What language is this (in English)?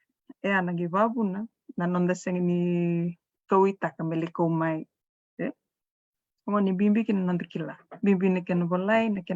Fijian